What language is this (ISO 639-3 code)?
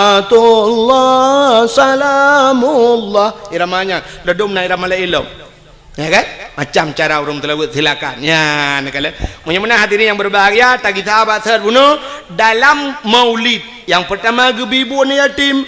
ace